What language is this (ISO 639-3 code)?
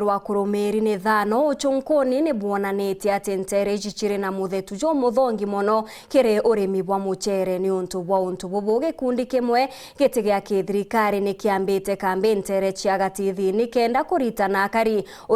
mer